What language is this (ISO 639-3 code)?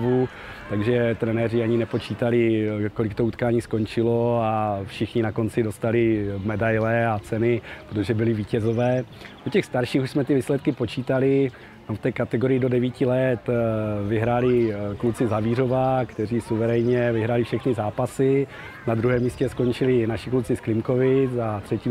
ces